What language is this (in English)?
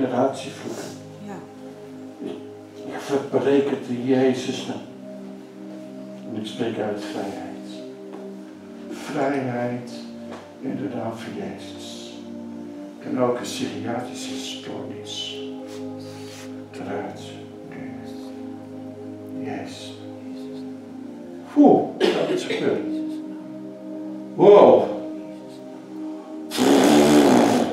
Dutch